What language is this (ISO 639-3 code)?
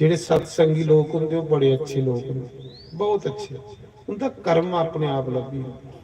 doi